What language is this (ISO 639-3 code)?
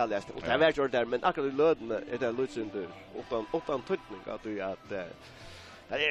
fao